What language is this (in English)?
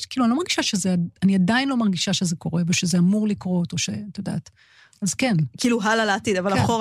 Hebrew